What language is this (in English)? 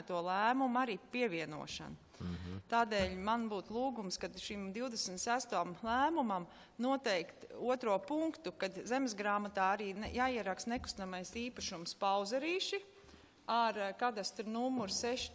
Latvian